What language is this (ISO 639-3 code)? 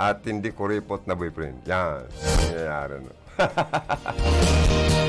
bik